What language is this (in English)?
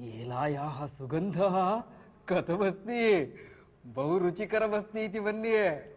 Sanskrit